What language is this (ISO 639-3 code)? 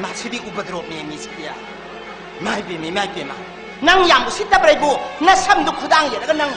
mni